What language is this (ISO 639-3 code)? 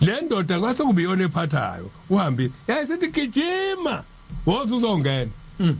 zul